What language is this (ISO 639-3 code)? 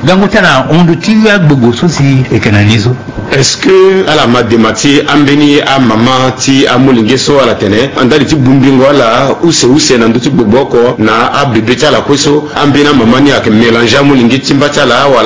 sag